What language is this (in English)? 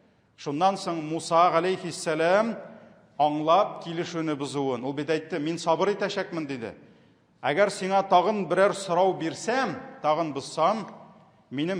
Tatar